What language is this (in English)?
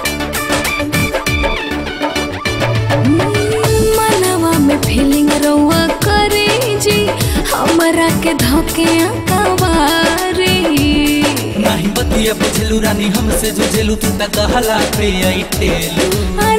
Bhojpuri